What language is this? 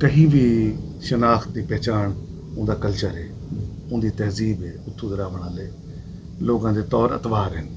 Saraiki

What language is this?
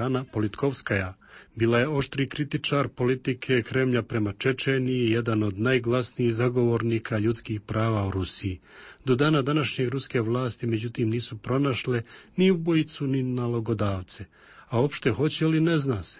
Croatian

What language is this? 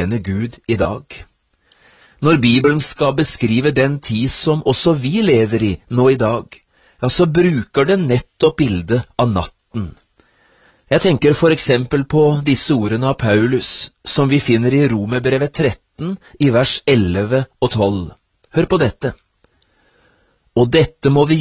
Norwegian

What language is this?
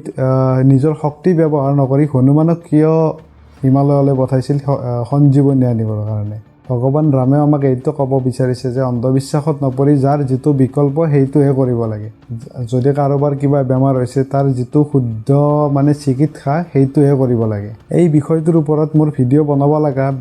Assamese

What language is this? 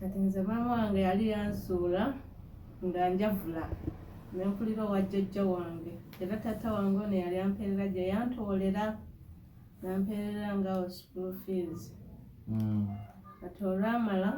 Ganda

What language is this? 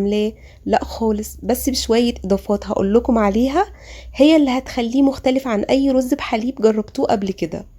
Egyptian Arabic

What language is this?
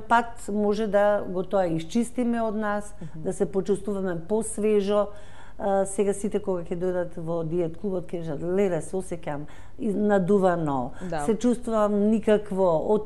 Macedonian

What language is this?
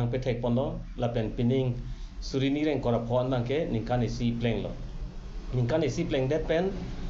Karbi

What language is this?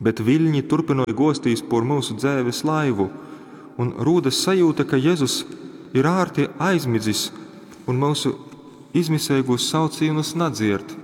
Latgalian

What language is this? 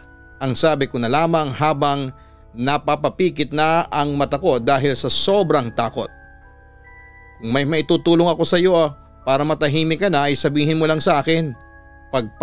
Filipino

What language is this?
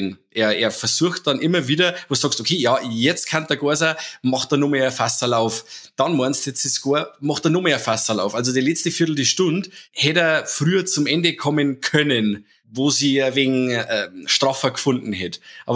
Bavarian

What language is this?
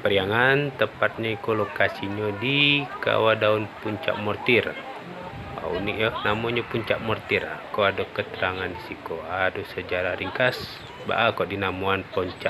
Minangkabau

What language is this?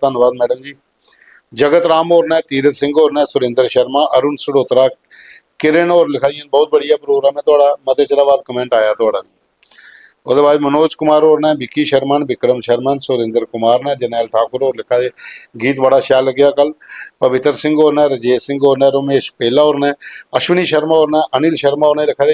Dogri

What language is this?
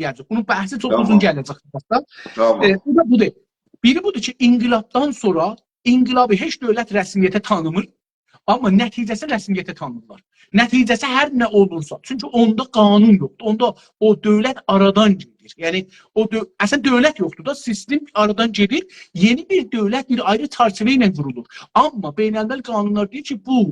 South Azerbaijani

